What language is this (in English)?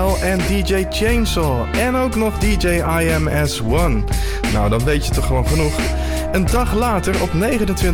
Dutch